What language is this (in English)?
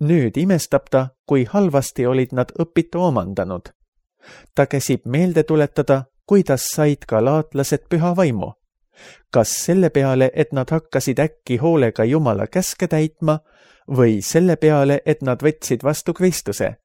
Estonian